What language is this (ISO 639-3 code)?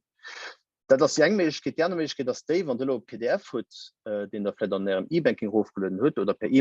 ltz